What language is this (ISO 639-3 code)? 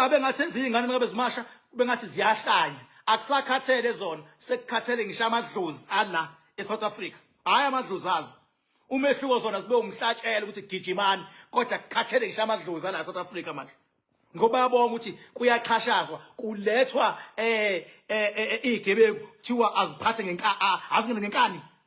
zul